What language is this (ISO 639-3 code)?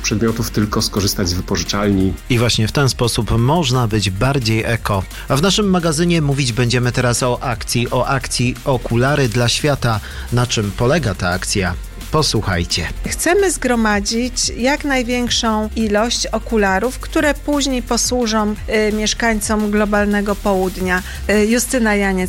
pol